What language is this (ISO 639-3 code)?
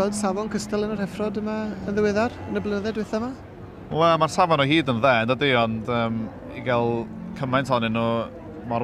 cym